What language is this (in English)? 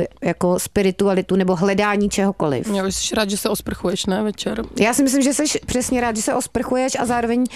Czech